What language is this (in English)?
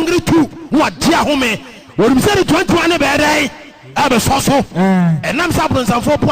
Akan